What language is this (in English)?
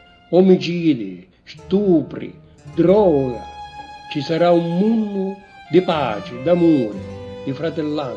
Sicilian